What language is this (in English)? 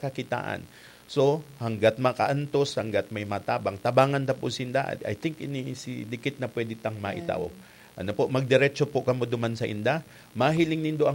Bikol